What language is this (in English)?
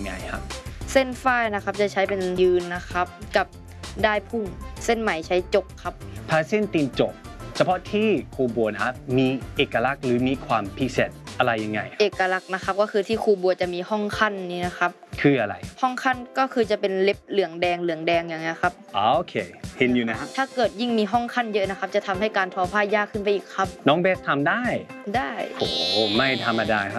Thai